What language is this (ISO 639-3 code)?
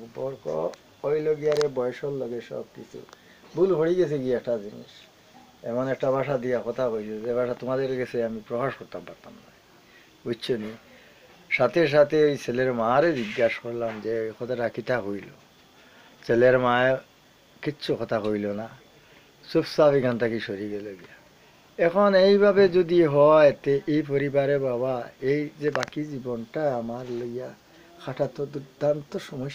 syl